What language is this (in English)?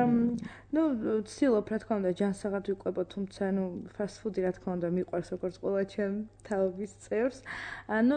Georgian